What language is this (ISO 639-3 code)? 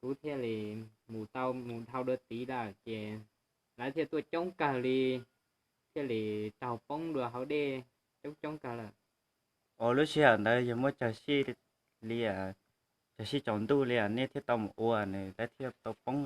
hmn